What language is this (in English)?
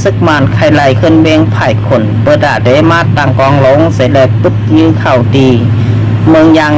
Shan